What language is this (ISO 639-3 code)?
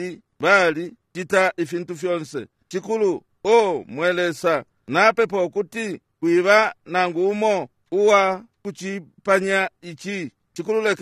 bem